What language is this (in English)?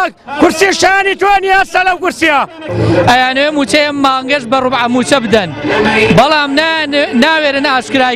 Central Kurdish